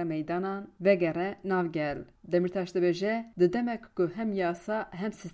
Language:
Kurdish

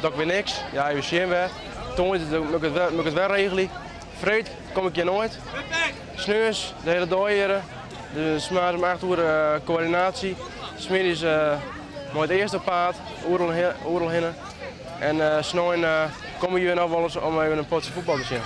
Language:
Western Frisian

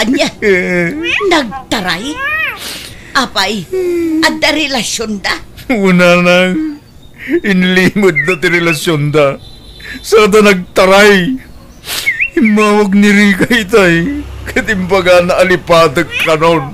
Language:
Iloko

